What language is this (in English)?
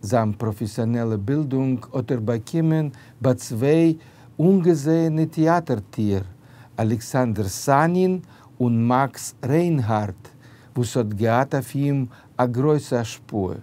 Yiddish